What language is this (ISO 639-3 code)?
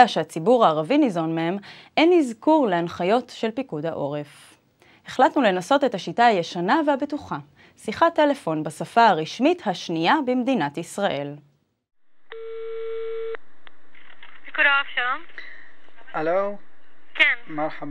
heb